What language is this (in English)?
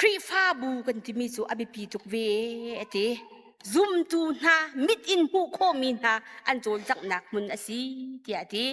Hakha Chin